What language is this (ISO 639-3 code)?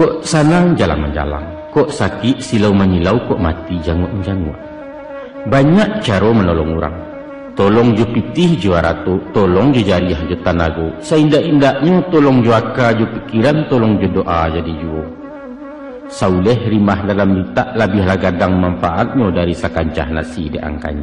min